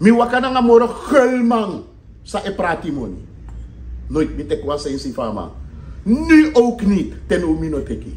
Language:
Sranan Tongo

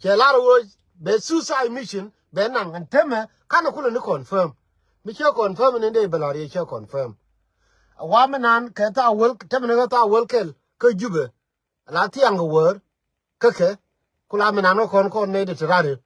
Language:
Nuer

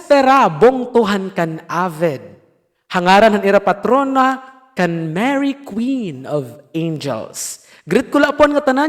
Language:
Waray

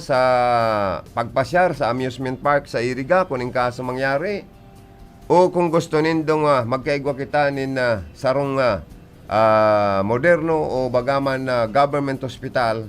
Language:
Bikol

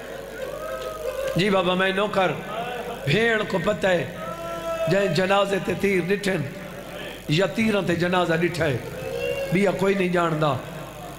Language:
Saraiki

